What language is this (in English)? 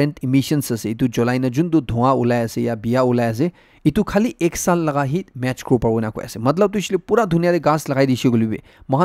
Naga Pidgin